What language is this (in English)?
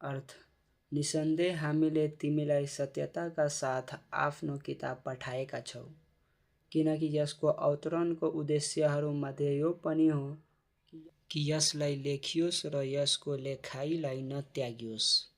Nepali